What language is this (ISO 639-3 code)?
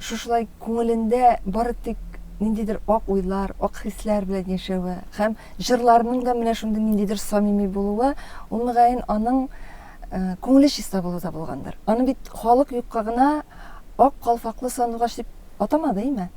tat